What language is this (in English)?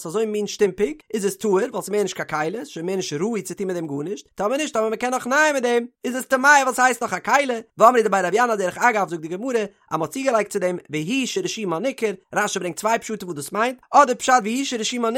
Yiddish